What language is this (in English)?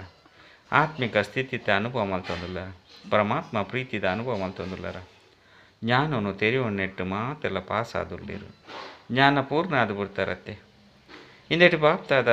Tulu